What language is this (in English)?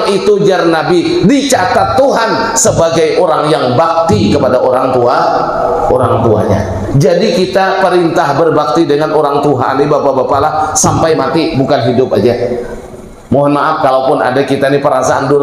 Banjar